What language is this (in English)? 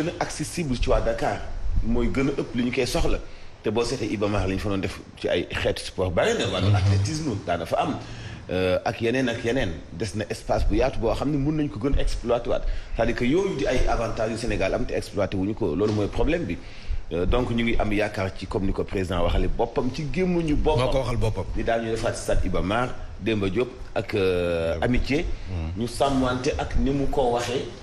Wolof